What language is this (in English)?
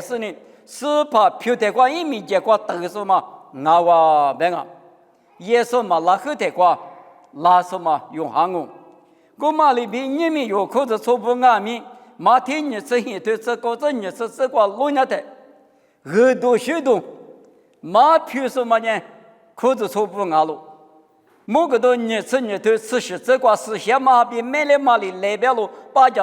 Lisu